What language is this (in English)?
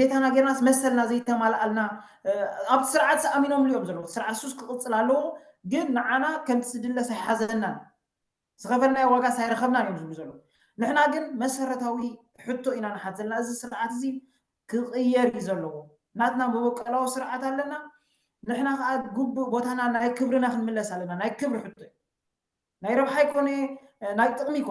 Tigrinya